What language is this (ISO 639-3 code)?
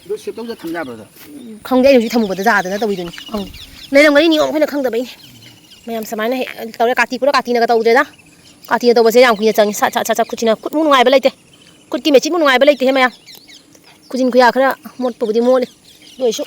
mni